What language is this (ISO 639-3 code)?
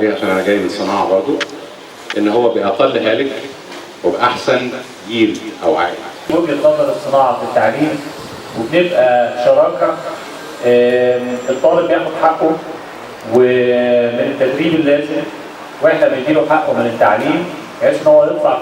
arz